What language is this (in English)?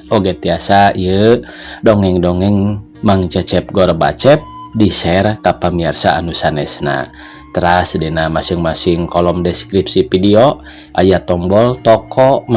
Sundanese